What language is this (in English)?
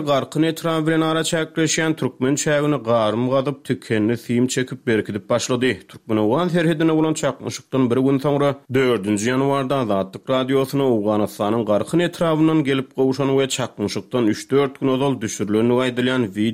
Turkmen